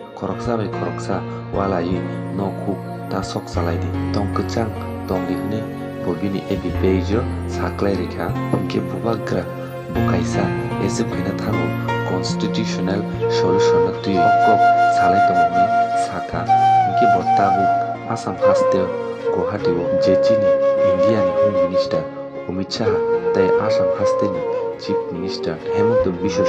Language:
Kok Borok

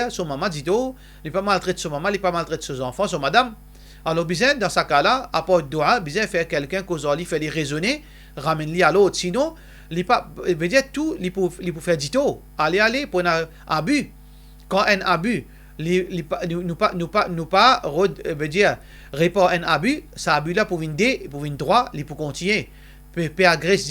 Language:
Morisyen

